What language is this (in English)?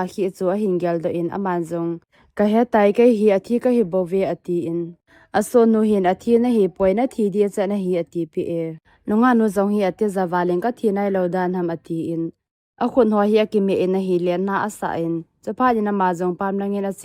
Thado Chin